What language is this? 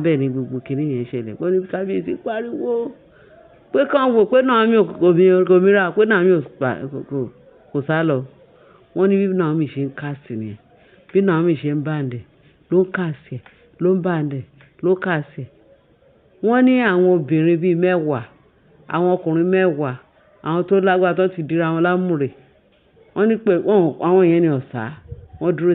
Yoruba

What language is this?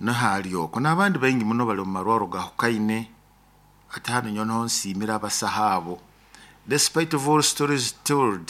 Nyoro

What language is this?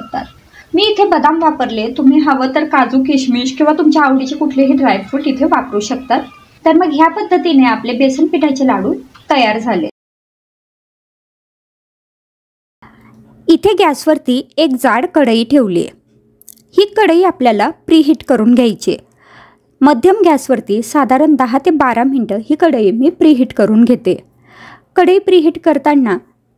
Marathi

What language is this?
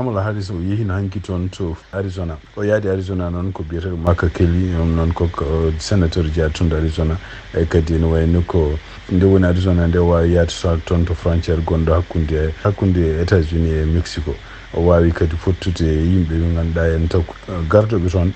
Fula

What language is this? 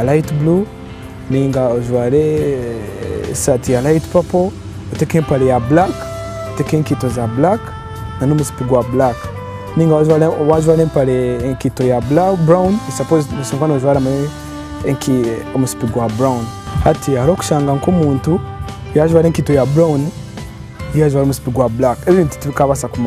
Nyankole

